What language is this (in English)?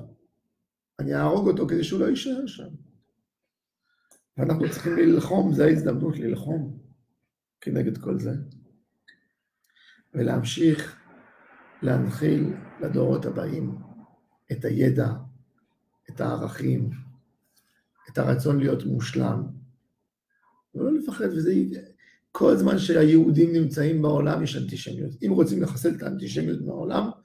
Hebrew